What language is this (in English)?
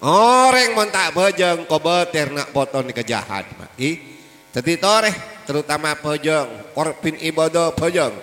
Madurese